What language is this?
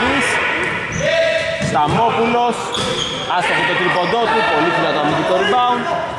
Greek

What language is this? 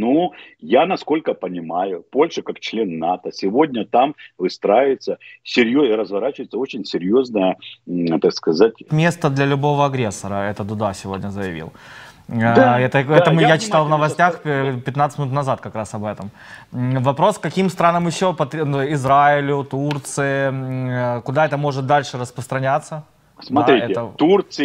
Russian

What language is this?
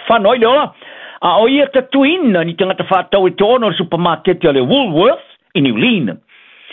Samoan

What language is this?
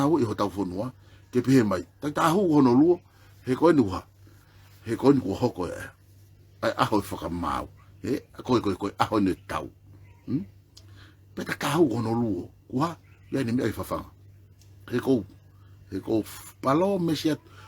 Tongan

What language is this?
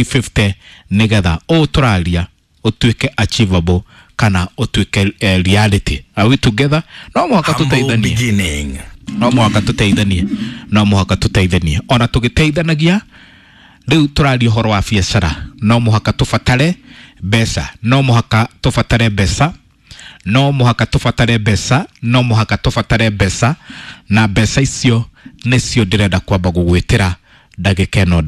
Kikuyu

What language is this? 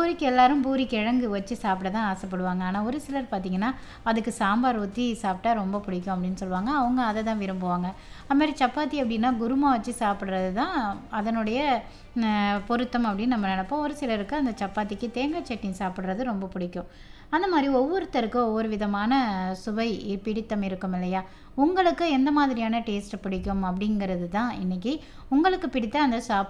Tamil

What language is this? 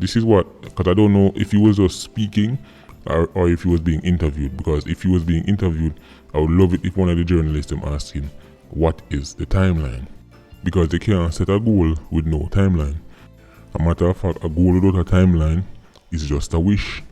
Jamaican Creole English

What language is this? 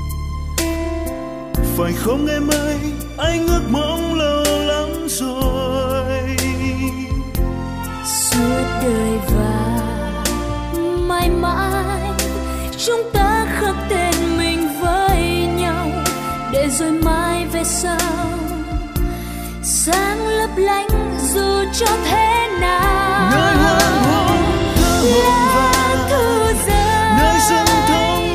Vietnamese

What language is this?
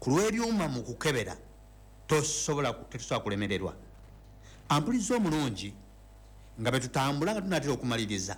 Ganda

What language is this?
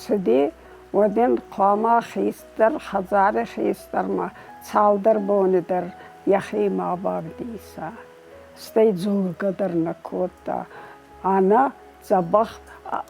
Ossetic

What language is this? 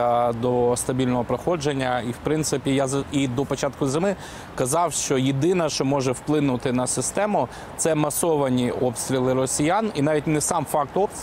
Ukrainian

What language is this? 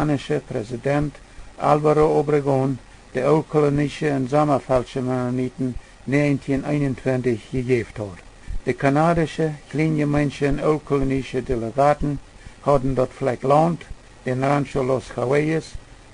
Plautdietsch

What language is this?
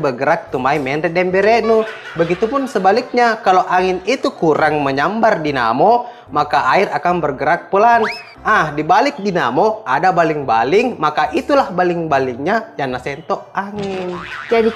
Buginese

